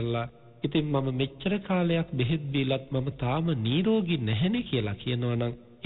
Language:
Sinhala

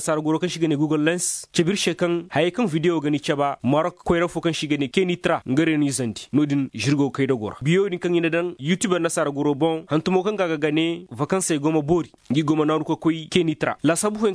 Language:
Koyraboro Senni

